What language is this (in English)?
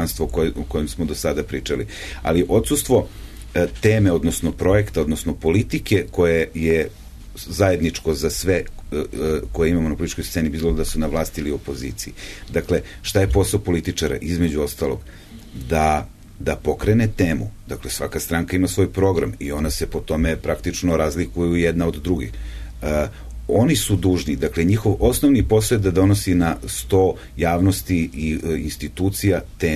Serbian